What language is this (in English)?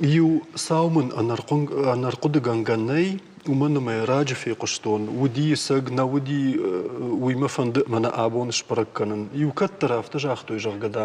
Ossetic